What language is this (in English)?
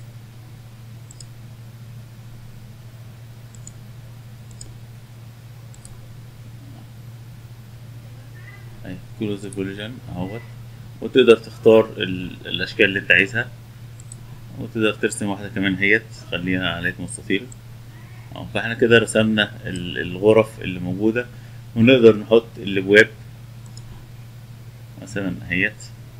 Egyptian Arabic